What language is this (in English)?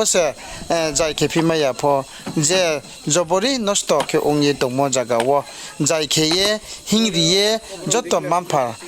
Riang (India)